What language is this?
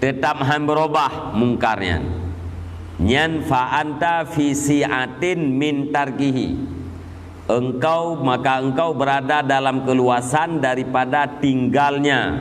Achinese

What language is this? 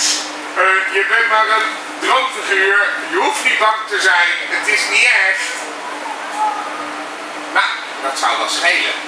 Dutch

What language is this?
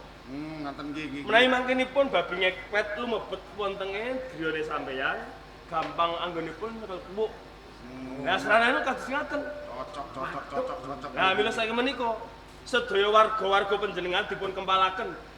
Javanese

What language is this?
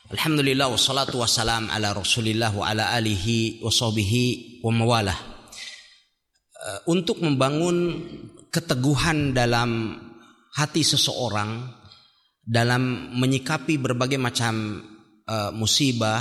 Indonesian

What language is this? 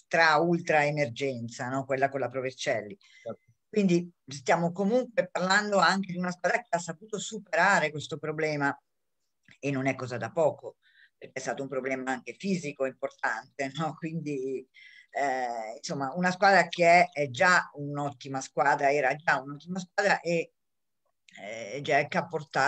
Italian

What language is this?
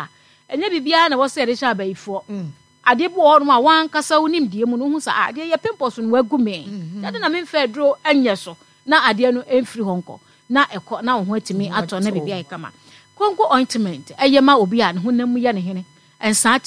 Akan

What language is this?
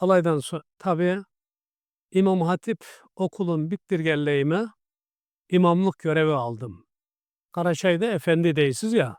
Karachay-Balkar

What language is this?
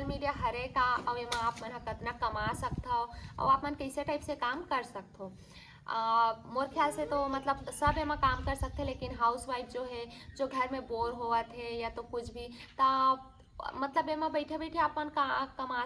Chhattisgarhi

